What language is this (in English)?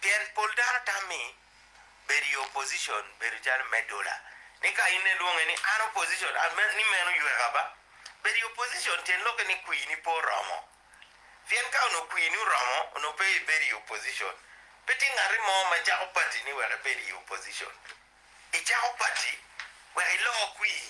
Acoli